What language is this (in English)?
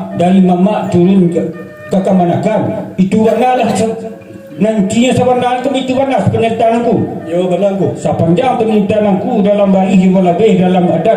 Minangkabau